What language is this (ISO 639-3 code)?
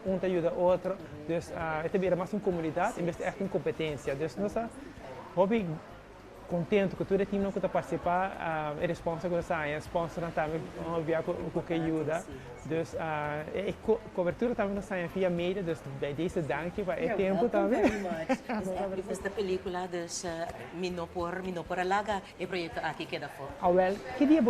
pap